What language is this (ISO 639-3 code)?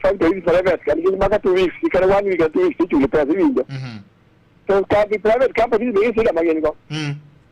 luo